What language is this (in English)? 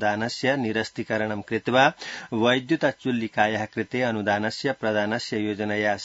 Sanskrit